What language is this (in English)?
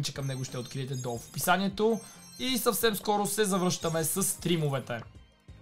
Bulgarian